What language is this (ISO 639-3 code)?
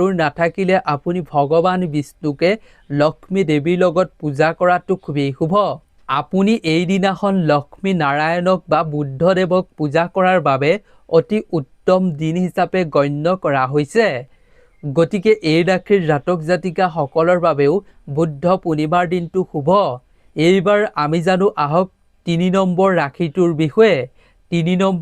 asm